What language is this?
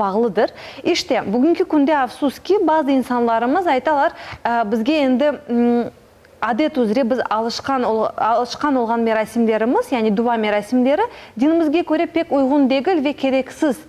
Crimean Tatar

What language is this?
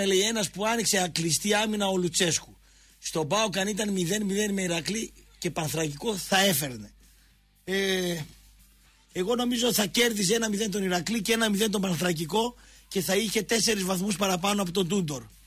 Greek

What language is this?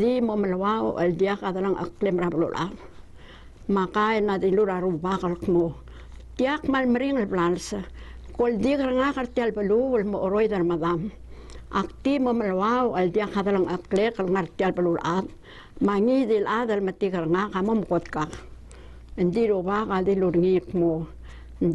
Palauan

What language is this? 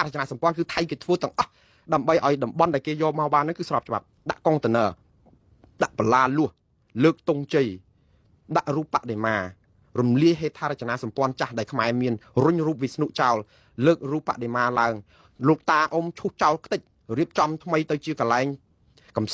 Khmer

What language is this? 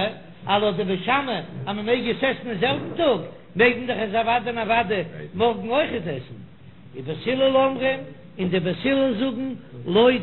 Yiddish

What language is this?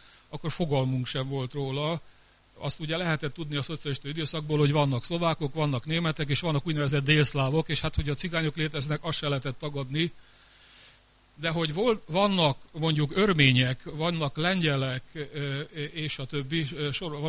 Hungarian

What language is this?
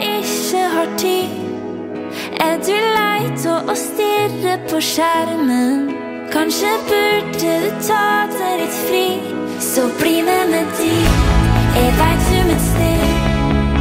Norwegian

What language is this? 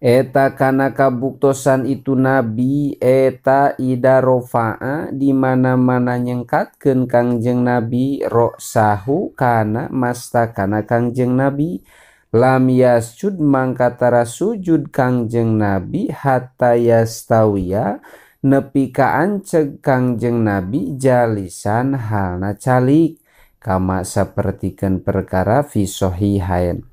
Sundanese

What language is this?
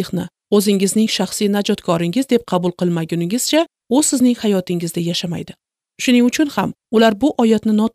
Uzbek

